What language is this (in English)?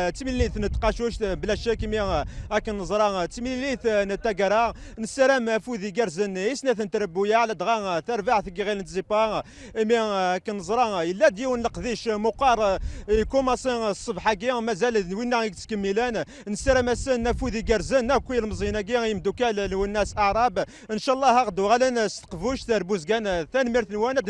Kabyle